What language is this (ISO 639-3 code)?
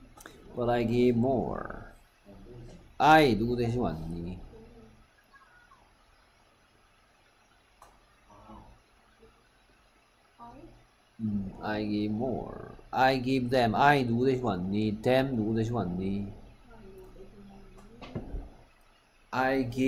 kor